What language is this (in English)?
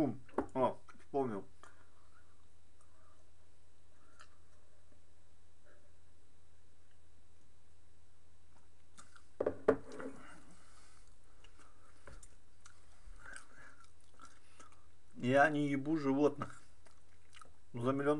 Russian